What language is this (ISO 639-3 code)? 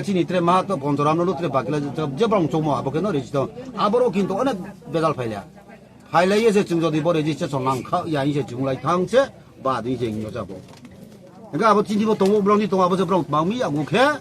ria